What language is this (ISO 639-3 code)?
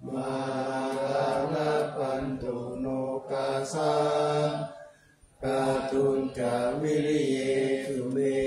pli